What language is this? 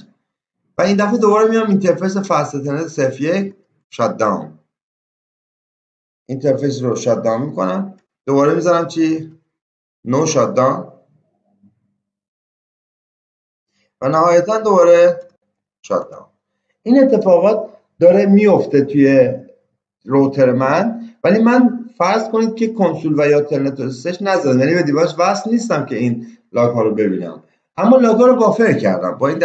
Persian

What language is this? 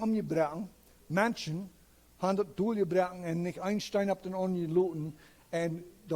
Plautdietsch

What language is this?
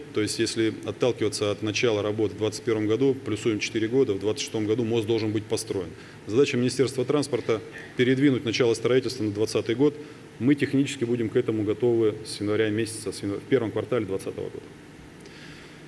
Russian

